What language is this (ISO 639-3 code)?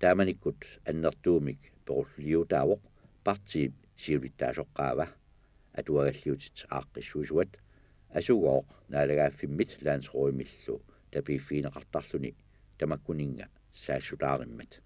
kal